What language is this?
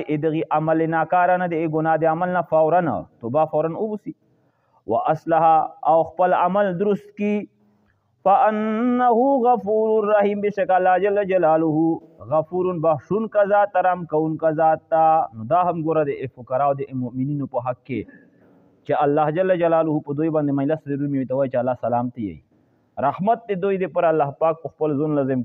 Pashto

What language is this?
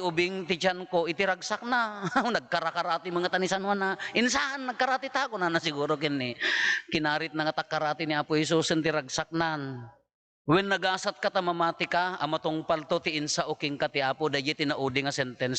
Iloko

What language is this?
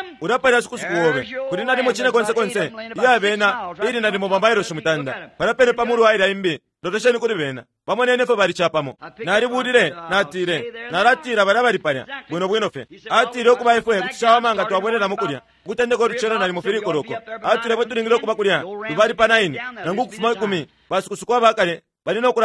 Bemba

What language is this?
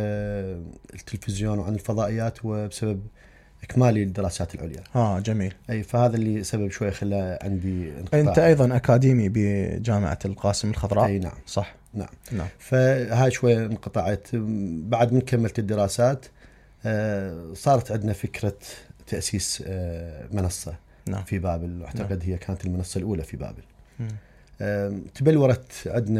Mesopotamian Arabic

